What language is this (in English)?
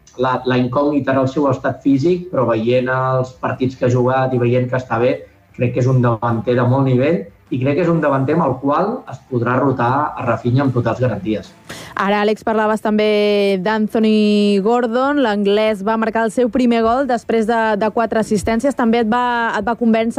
Catalan